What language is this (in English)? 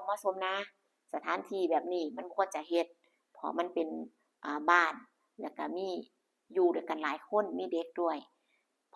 Northeastern Thai